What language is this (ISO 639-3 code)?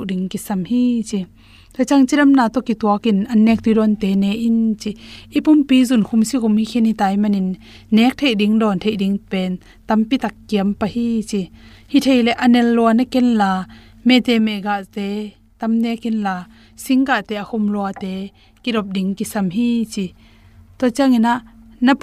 ctd